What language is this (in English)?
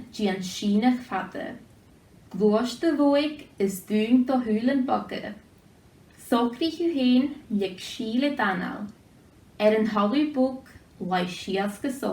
Scottish Gaelic